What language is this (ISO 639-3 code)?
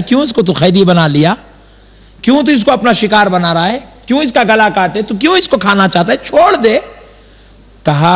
urd